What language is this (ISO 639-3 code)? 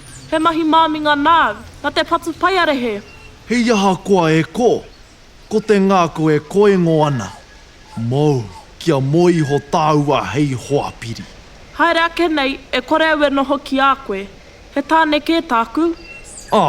mri